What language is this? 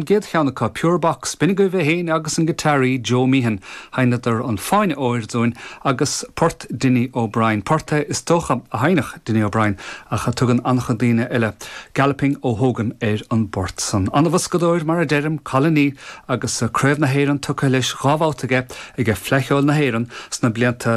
Irish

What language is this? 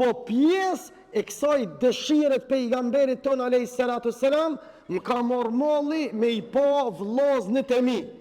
Albanian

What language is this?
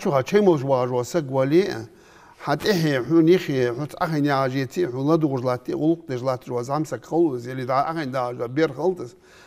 Ingush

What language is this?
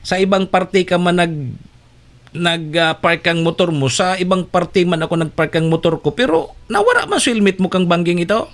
Bikol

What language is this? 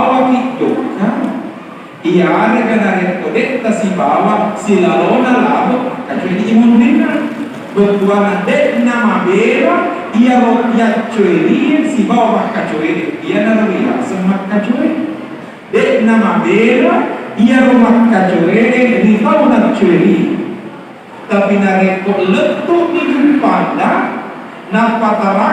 Buginese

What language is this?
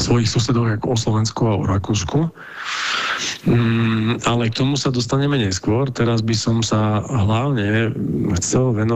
Slovak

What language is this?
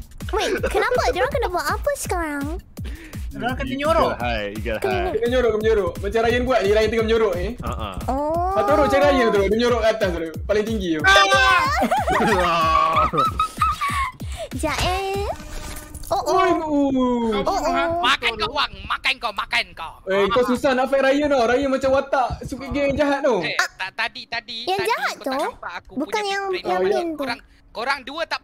Malay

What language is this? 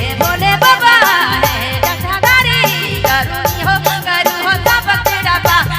Sadri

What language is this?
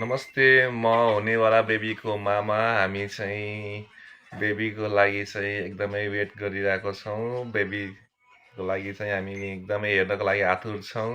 Nepali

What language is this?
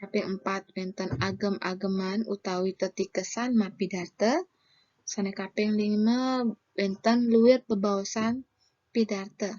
Balinese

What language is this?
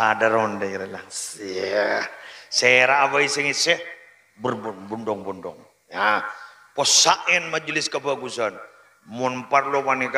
Madurese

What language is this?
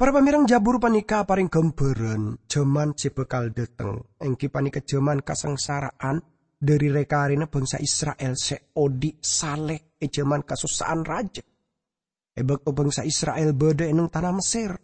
Madurese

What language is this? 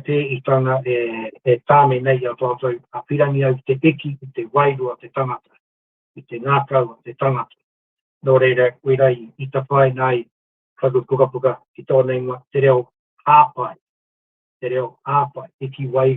Māori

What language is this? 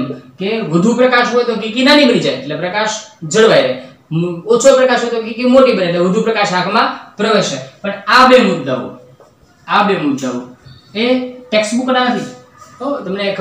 Gujarati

